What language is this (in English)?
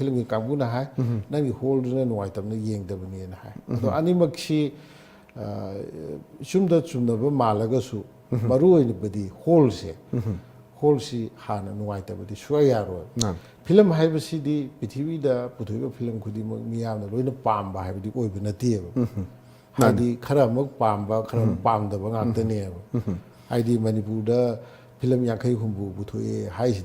Manipuri